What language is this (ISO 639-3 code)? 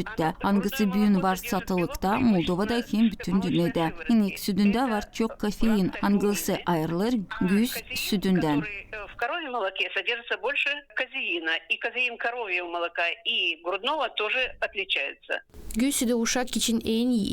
gag